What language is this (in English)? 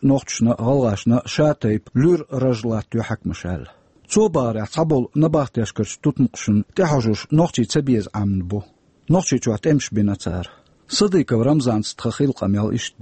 Chechen